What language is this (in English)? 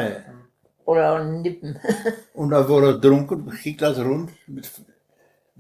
Westphalien